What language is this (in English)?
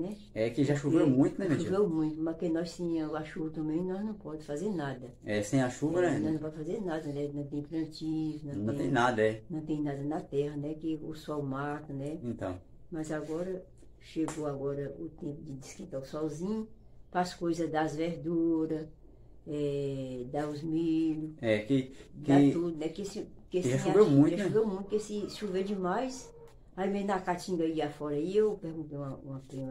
Portuguese